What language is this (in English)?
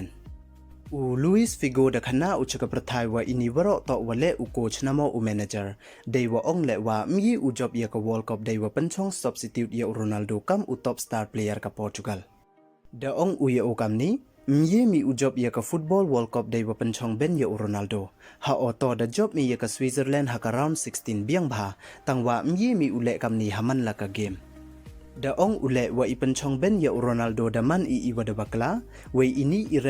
Pnar